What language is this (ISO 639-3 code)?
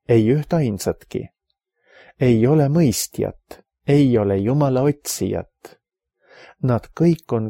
est